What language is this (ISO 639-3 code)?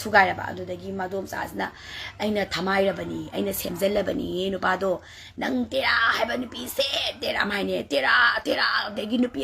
mni